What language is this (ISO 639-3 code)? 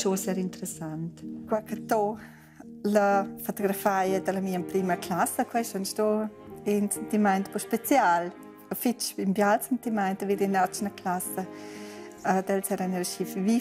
roh